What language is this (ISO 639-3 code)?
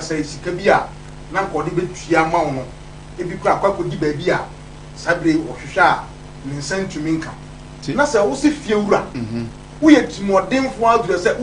aka